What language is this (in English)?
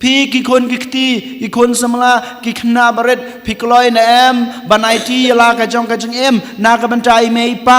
Khasi